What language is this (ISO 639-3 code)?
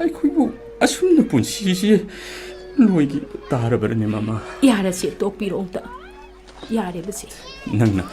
mni